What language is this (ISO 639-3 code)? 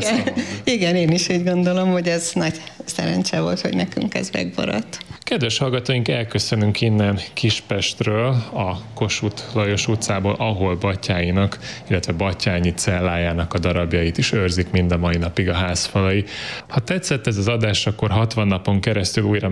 hun